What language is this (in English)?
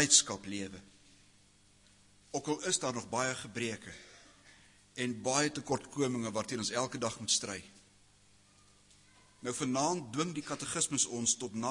Afrikaans